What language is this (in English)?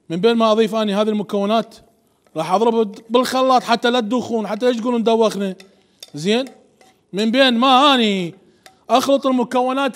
Mesopotamian Arabic